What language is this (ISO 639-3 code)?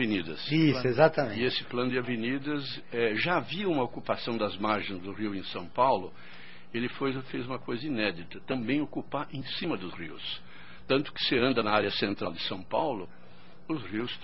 por